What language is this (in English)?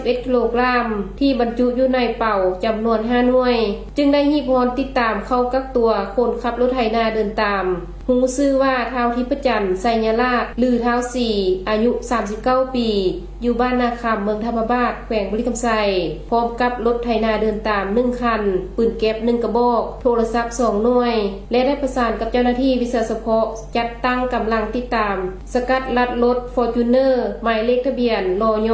Lao